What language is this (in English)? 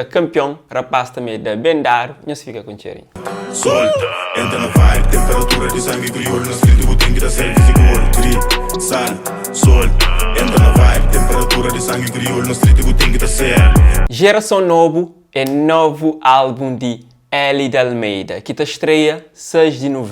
Kabuverdianu